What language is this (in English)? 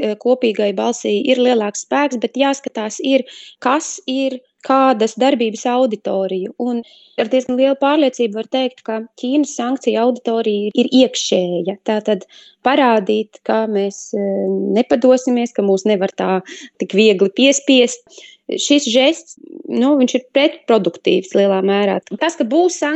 Latvian